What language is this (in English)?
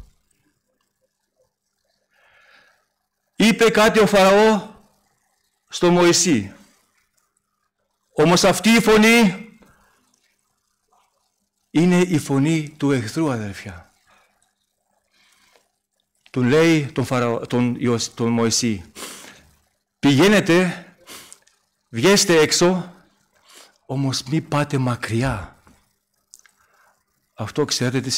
Greek